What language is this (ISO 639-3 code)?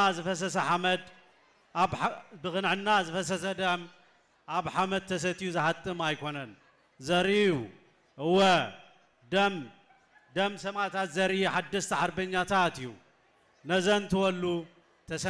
tir